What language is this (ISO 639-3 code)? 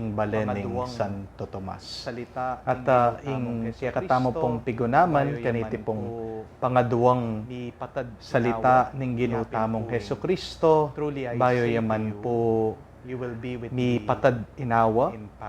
pam